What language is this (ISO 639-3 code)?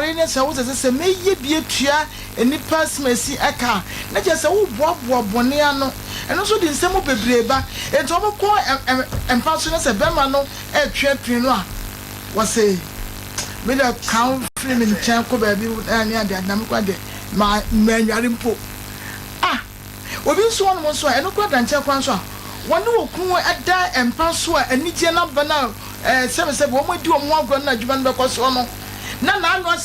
aka